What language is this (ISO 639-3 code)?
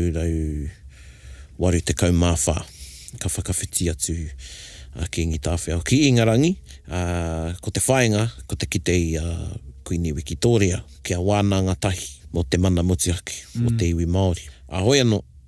mri